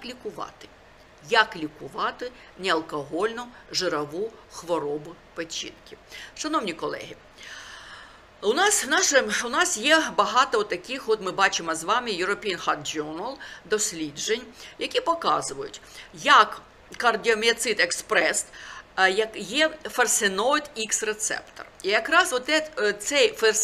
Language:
Ukrainian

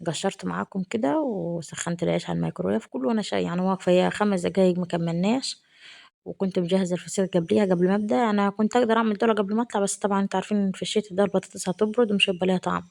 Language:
Egyptian Arabic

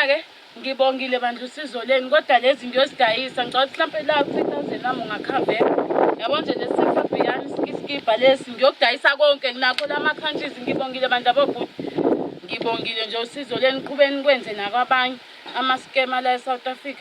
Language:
Zulu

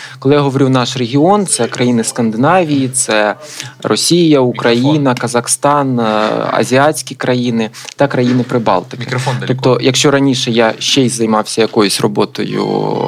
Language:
Ukrainian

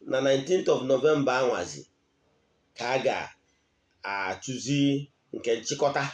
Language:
Igbo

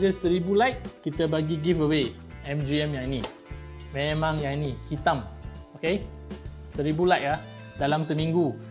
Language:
Malay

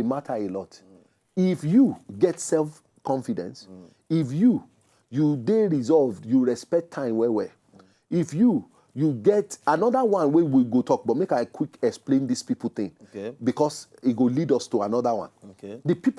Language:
Nigerian Pidgin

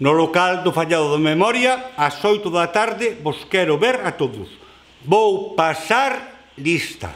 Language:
Galician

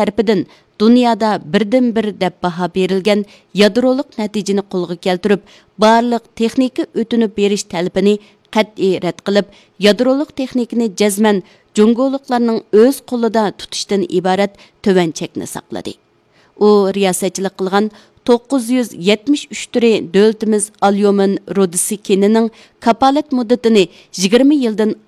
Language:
Uyghur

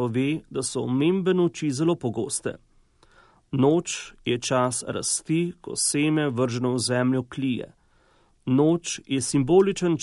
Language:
Slovenian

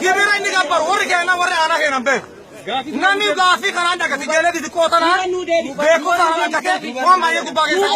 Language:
Oromo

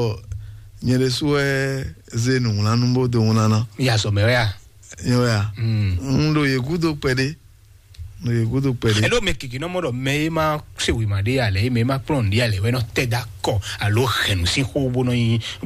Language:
Fon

